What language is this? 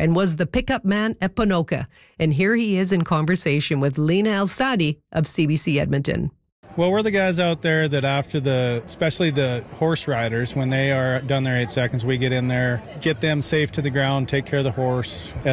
English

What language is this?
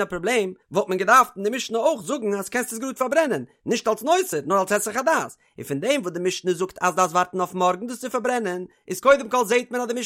Yiddish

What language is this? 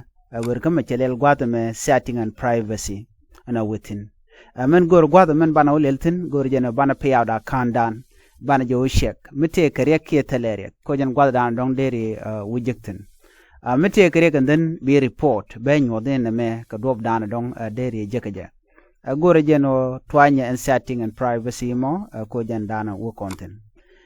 Nuer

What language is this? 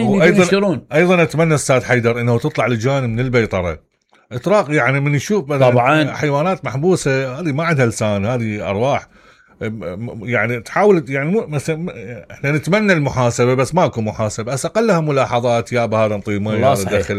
Mesopotamian Arabic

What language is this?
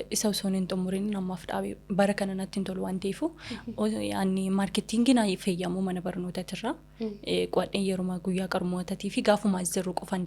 Oromo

